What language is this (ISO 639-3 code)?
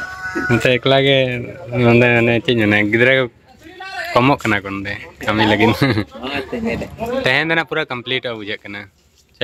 sat